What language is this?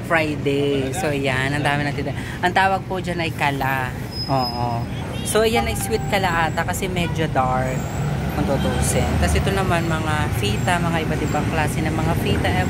Filipino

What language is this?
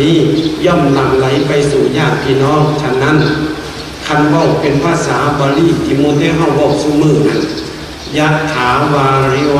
Northeastern Thai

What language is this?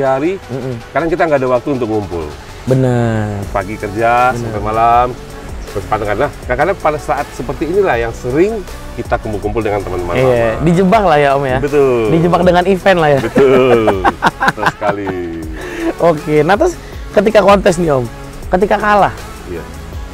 Indonesian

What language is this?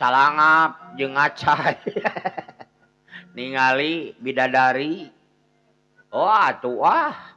Sundanese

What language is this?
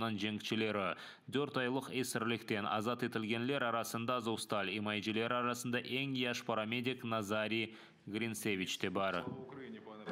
Crimean Tatar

